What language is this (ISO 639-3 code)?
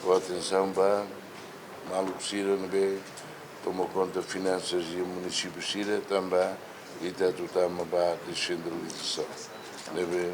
tet